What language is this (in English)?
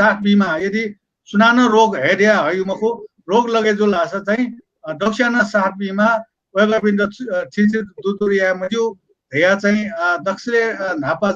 Newari